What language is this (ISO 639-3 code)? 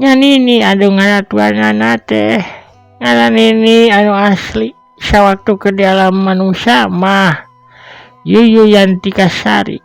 sun